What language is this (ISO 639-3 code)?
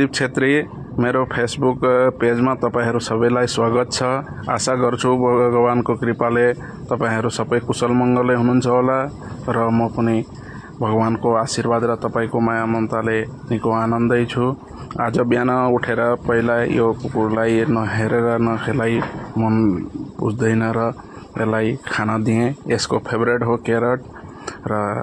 nep